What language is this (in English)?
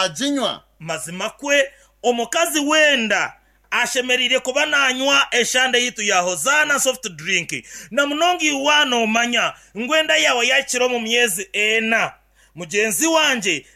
Nyankole